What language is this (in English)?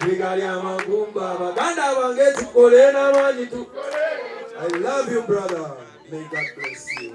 Ganda